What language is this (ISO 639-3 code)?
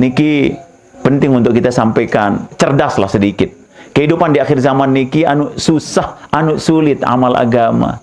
sas